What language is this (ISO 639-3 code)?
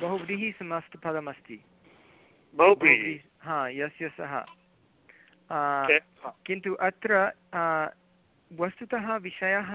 san